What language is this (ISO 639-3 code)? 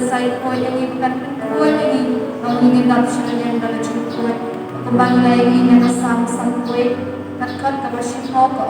kha